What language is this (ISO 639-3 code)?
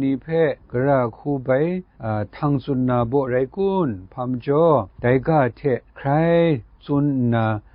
kac